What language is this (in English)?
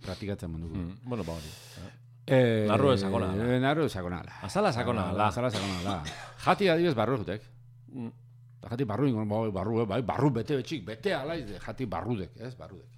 Basque